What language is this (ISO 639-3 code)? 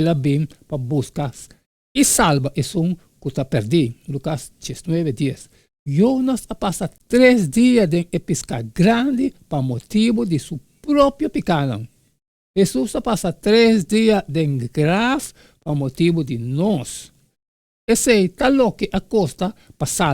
pap